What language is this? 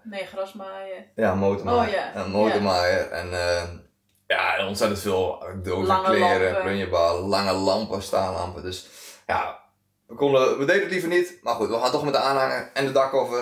Dutch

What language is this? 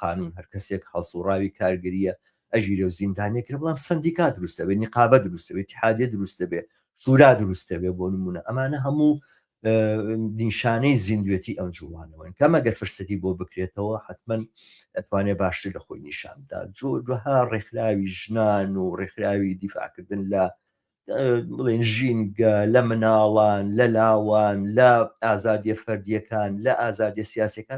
Central Kurdish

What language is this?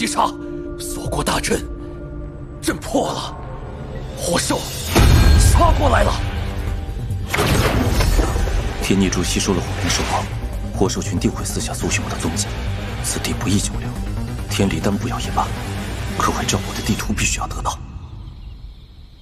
Chinese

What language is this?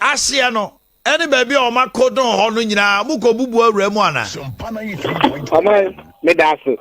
Akan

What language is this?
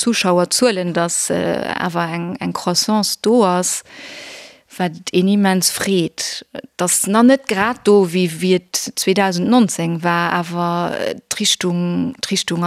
Luxembourgish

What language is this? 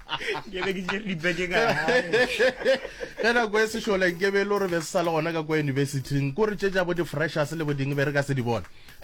Northern Sotho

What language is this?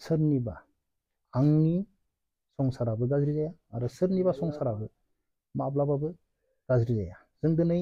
Bodo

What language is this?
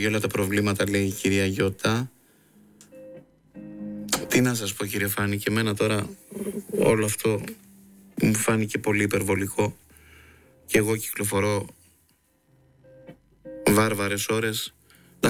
Greek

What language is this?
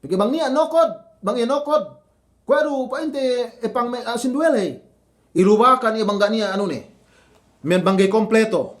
Yakan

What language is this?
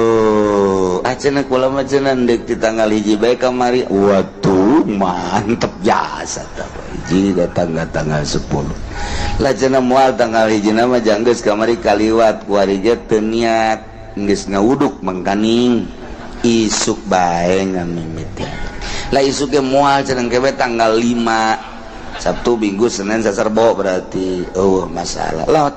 Sundanese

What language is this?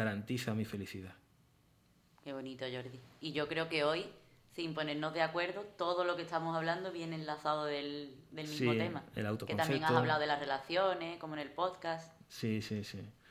Spanish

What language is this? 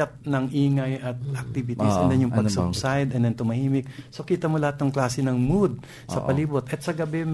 Filipino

